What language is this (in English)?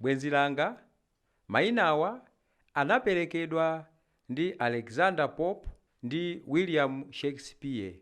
Nyanja